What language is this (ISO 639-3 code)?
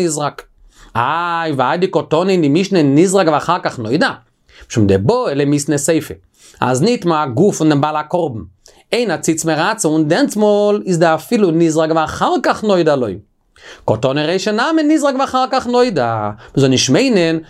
yid